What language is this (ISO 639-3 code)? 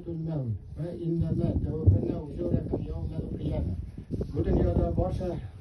tat